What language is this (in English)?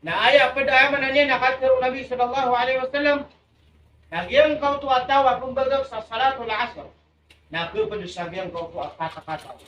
Maranao